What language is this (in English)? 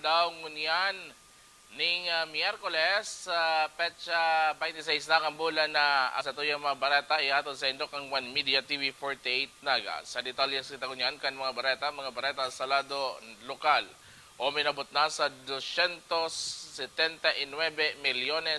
Bikol